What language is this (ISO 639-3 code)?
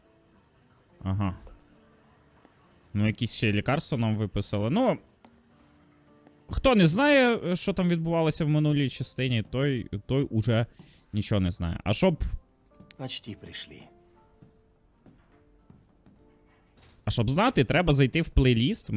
ukr